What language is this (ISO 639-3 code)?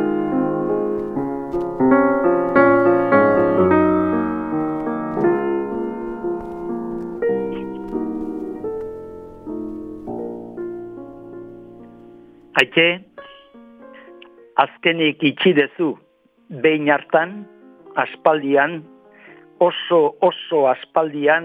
eus